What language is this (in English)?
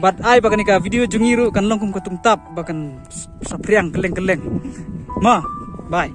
Khasi